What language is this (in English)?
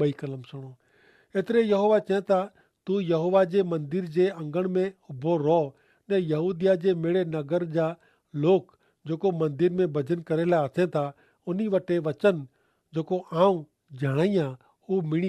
Kachhi